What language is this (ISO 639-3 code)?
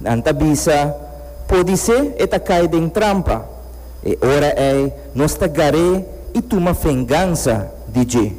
pap